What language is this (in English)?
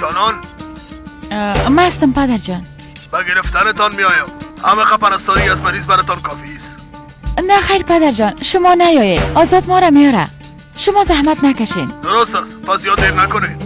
Persian